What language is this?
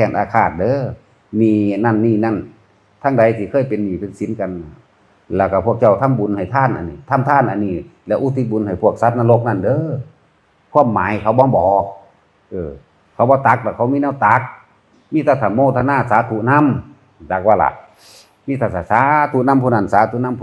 Northeastern Thai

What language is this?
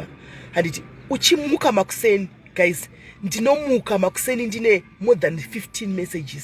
Shona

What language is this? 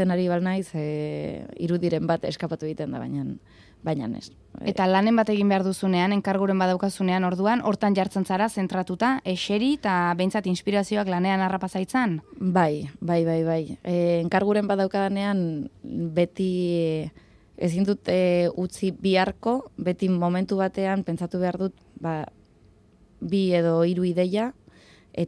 Basque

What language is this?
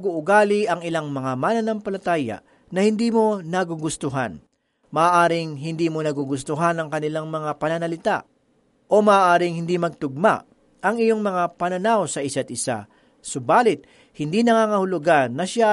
Filipino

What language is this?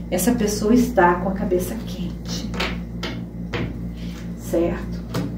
Portuguese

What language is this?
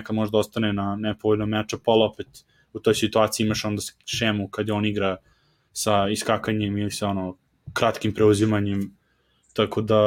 Serbian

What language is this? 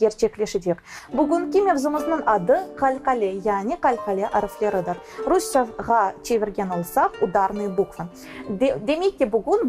Crimean Tatar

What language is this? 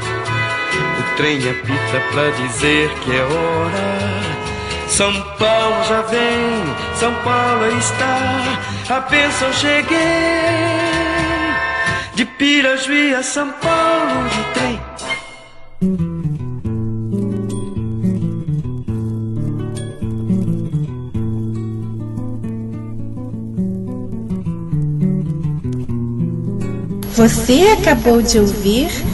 Portuguese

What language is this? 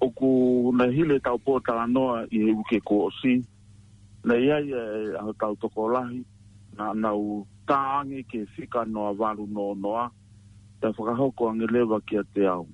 Tongan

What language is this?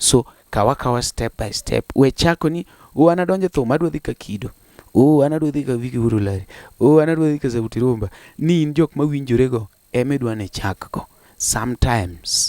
Luo (Kenya and Tanzania)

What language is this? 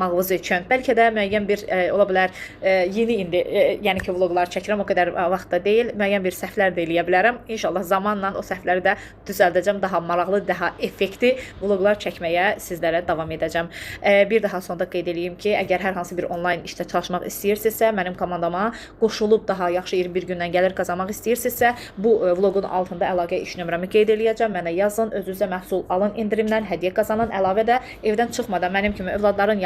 Azerbaijani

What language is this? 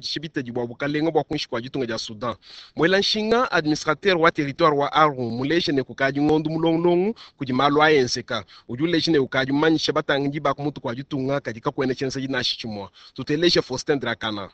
Luba-Lulua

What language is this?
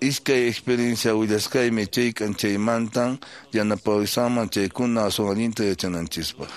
Quechua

